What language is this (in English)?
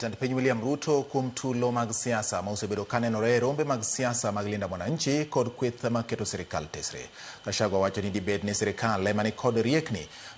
Luo (Kenya and Tanzania)